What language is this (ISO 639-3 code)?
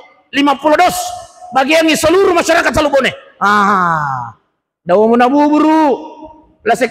bug